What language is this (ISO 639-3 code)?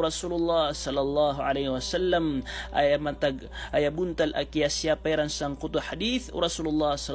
mrw